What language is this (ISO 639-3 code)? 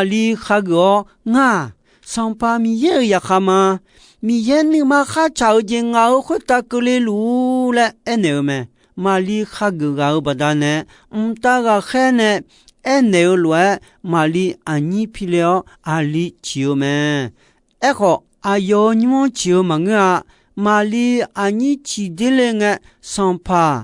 ahk